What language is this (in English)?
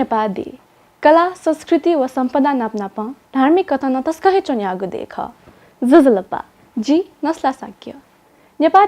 Newari